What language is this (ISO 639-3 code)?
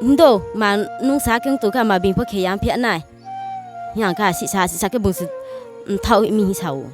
ria